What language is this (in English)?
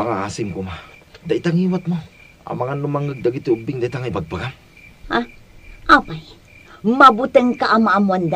Iloko